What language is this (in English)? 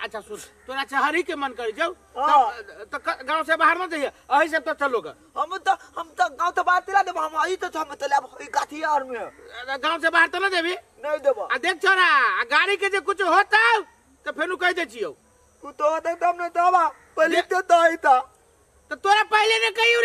Maithili